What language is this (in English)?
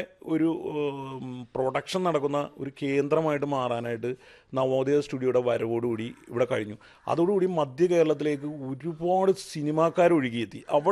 Malayalam